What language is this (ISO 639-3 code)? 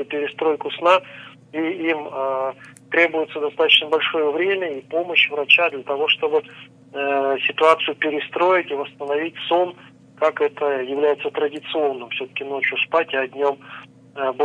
rus